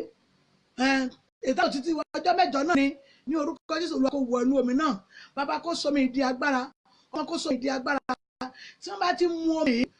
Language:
Yoruba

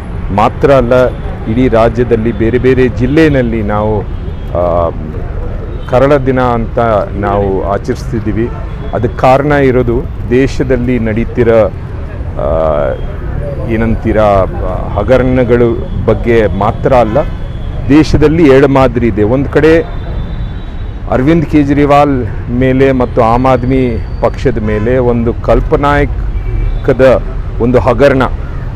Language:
Kannada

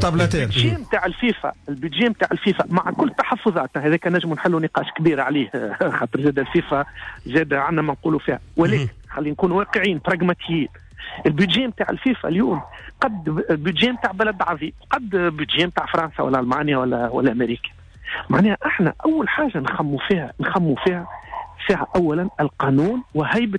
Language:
Tunisian Arabic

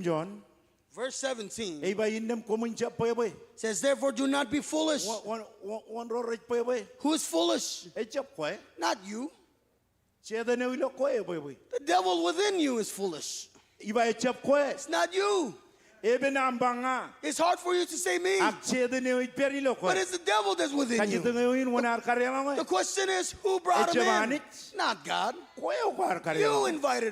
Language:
Marshallese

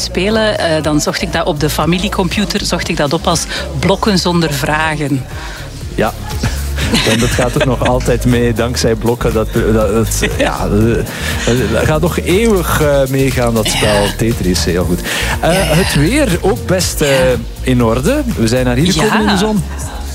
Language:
Dutch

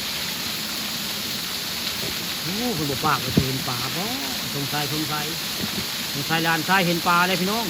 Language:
Northeastern Thai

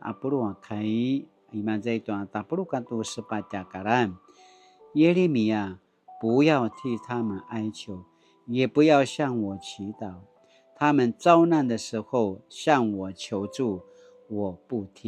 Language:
Paiwan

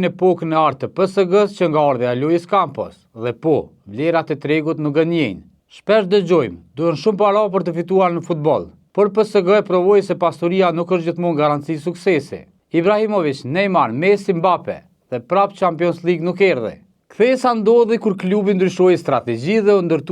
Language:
Albanian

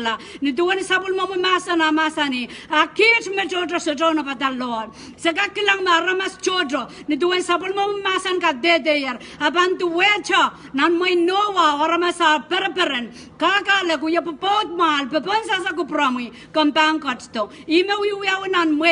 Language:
Pohnpeian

